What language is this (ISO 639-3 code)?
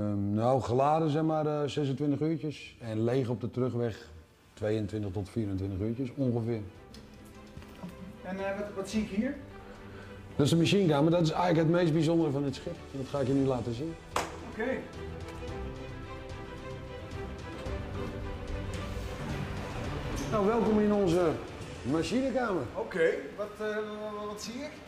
nld